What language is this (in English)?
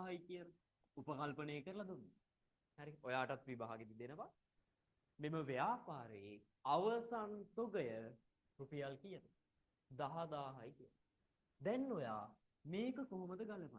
Sinhala